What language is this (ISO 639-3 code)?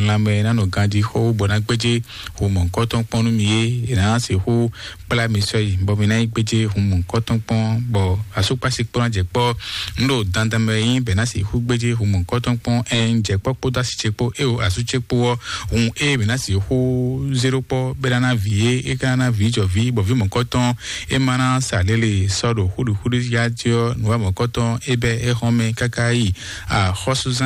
fon